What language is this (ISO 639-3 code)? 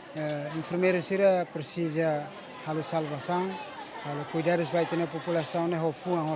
tet